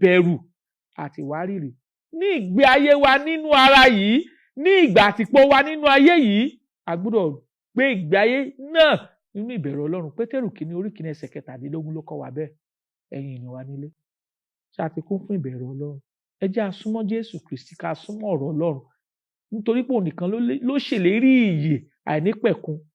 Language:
Yoruba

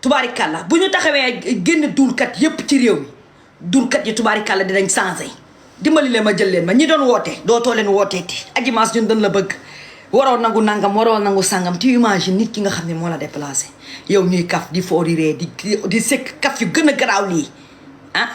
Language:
Wolof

